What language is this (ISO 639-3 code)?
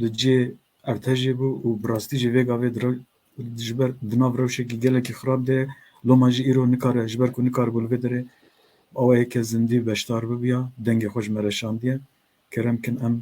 kur